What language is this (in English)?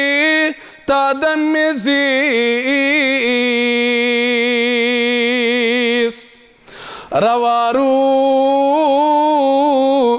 Kashmiri